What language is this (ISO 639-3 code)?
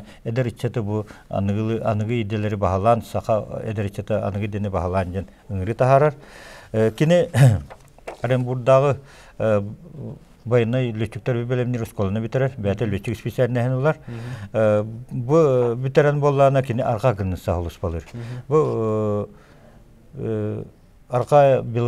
sah